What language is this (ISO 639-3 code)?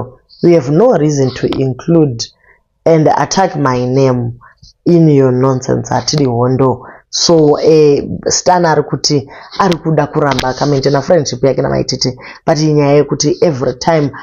sna